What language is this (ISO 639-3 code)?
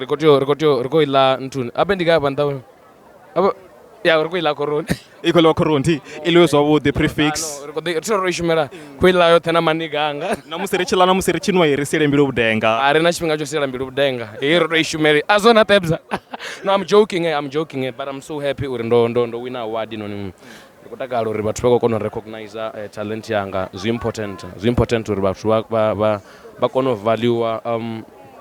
ven